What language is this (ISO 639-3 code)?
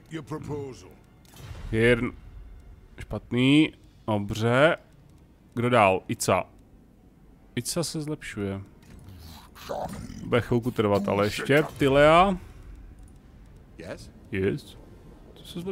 ces